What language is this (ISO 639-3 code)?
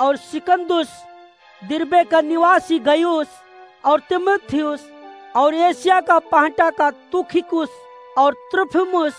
awa